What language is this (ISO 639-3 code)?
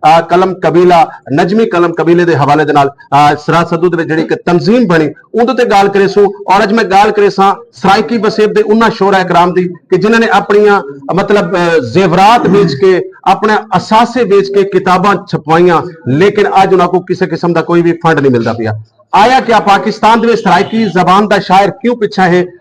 skr